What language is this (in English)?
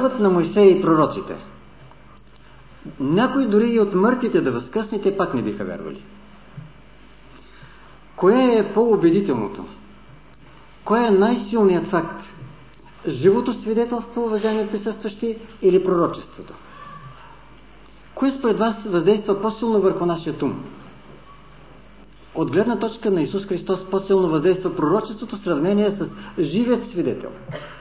Bulgarian